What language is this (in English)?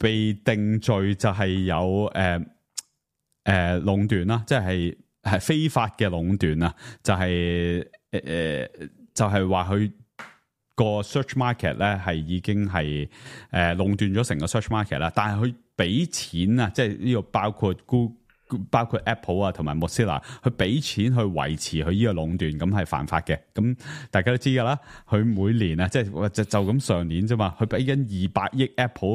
Cantonese